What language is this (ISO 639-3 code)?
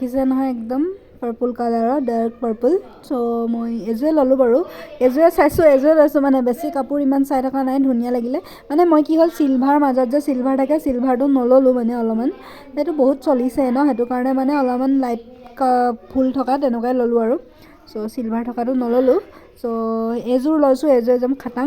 asm